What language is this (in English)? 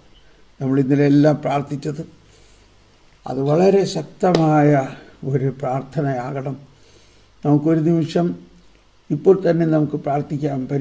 Malayalam